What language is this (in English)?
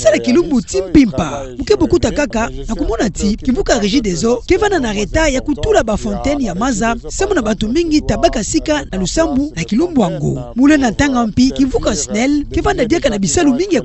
Kituba (Democratic Republic of Congo)